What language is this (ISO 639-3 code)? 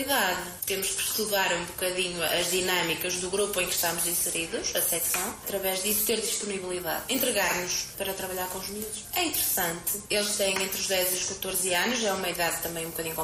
por